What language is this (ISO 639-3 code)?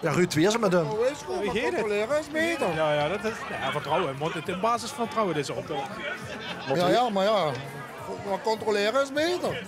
lim